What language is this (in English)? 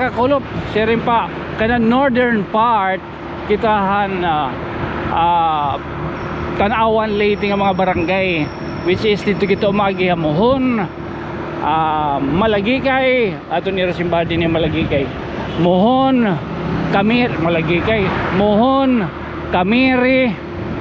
Waray